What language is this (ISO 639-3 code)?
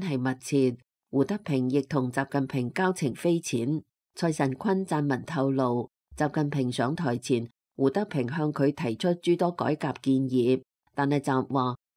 yue